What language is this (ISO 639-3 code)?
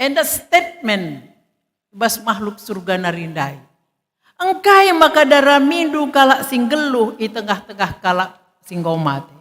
btx